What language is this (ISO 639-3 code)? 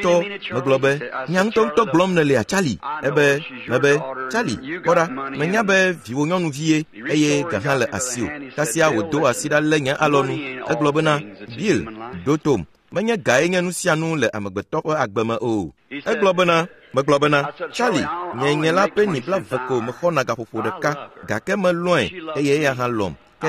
ewe